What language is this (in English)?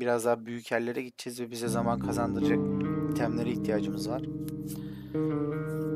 Turkish